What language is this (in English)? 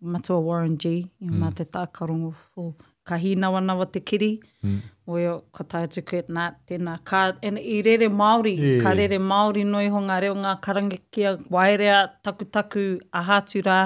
Māori